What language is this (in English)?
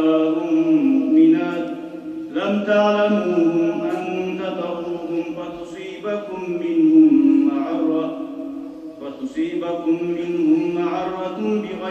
Kumyk